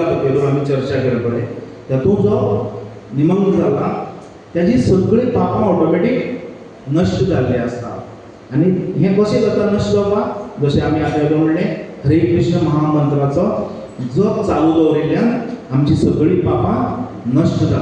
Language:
Konkani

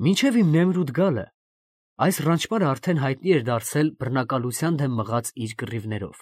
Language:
Armenian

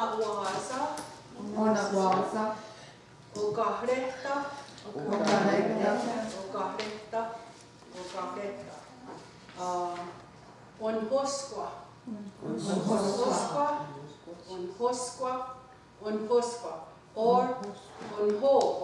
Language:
Mohawk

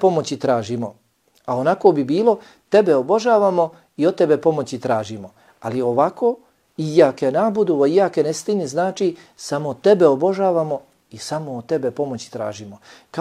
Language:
Bosnian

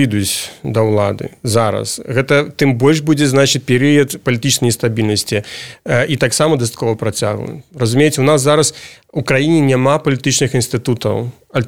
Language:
Belarusian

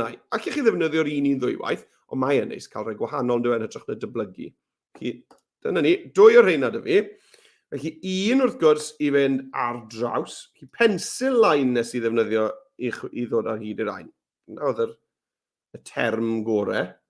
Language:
Welsh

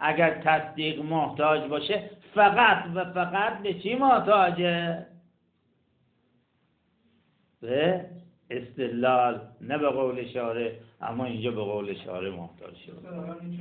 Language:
Persian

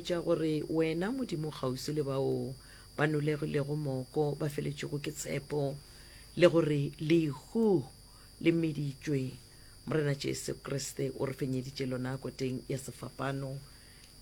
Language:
Northern Sotho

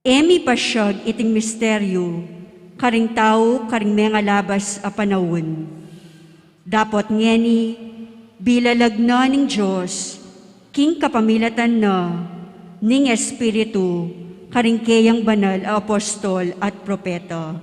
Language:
Pampanga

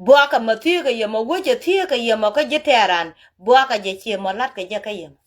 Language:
Nuer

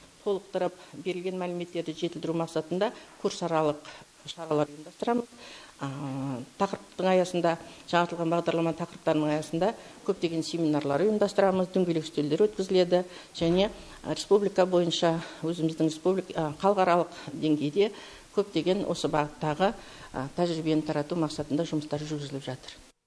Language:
Kazakh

